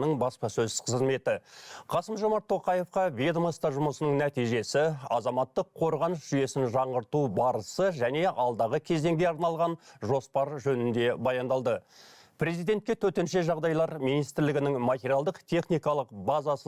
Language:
Kazakh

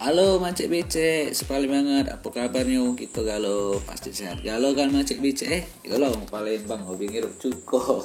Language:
Musi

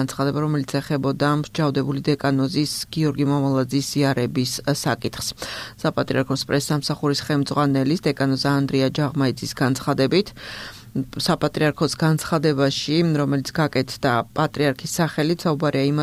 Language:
Georgian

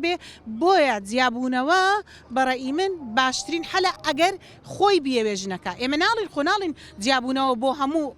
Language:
Central Kurdish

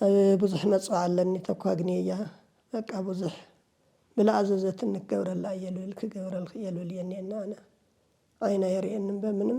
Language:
Tigrinya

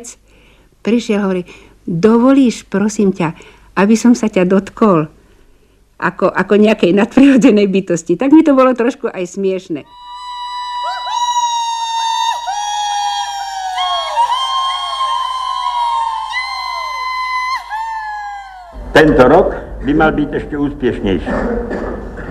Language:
Slovak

